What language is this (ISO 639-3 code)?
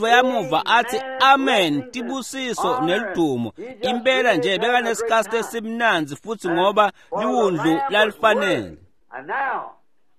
ssw